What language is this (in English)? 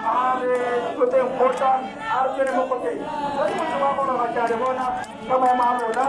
Tswana